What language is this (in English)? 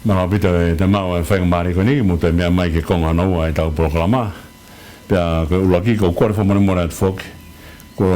Tongan